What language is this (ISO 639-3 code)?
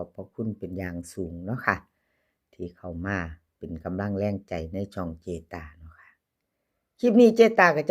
tts